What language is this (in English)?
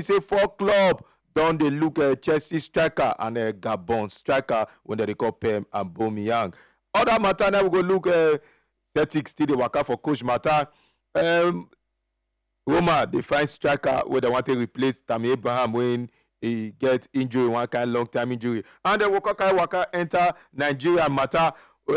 Nigerian Pidgin